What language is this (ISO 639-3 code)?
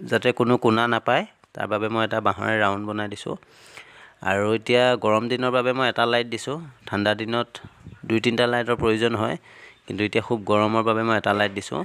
asm